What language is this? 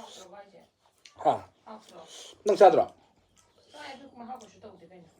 Manipuri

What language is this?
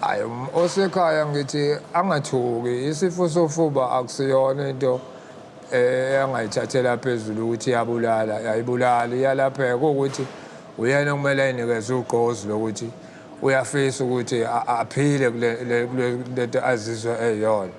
Zulu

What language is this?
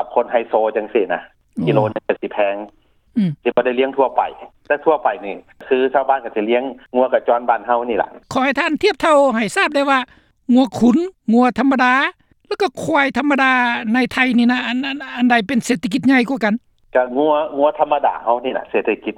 Lao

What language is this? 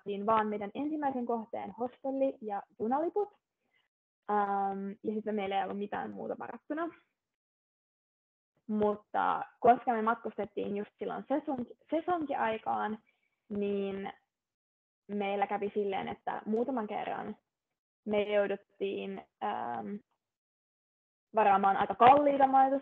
Finnish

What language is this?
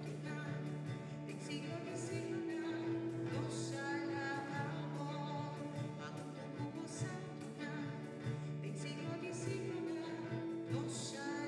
Papiamento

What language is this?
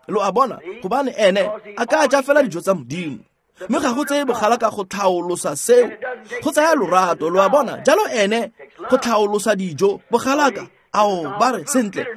Tswana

